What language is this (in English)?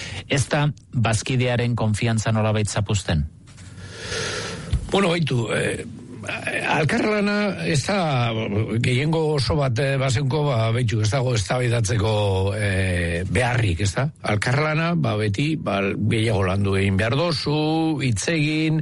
Basque